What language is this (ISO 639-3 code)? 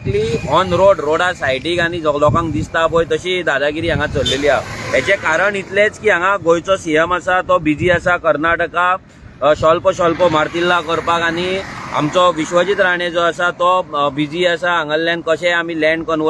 kok